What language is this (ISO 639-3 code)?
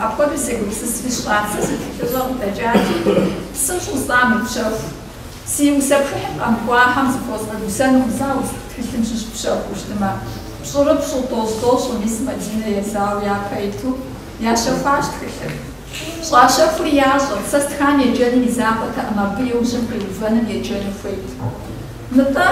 kbd